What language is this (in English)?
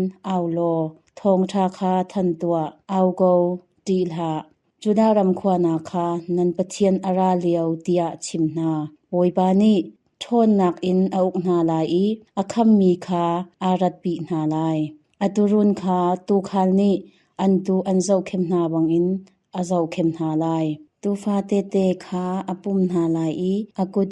Hakha Chin